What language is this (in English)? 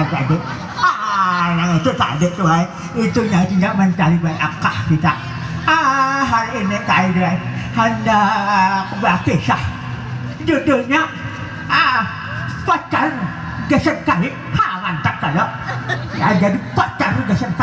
Banjar